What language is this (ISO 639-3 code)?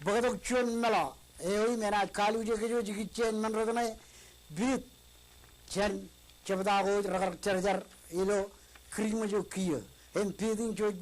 mah